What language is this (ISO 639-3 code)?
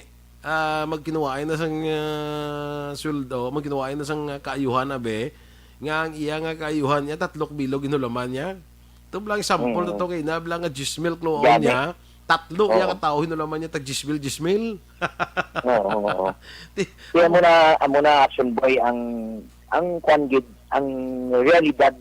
hil